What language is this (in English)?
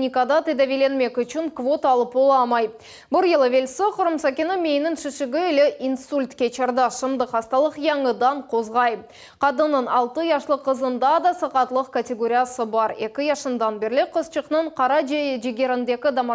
Crimean Tatar